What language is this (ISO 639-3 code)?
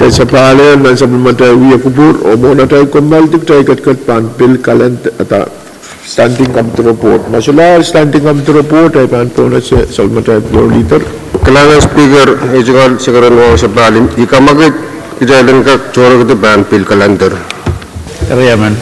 pon